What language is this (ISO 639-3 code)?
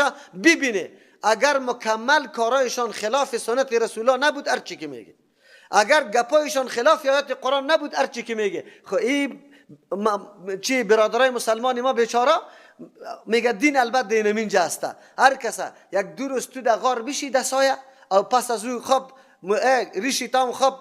fas